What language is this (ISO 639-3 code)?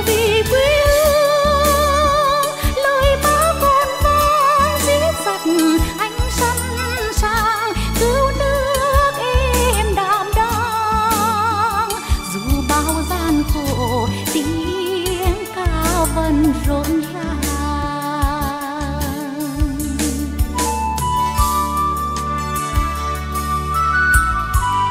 vie